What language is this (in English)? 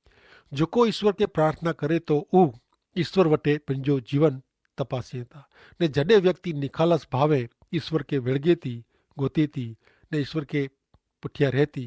Kachhi